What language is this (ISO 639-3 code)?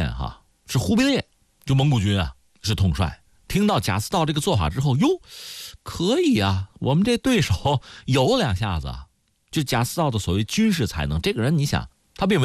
zho